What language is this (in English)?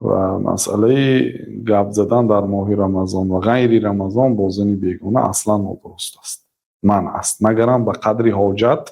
Tajik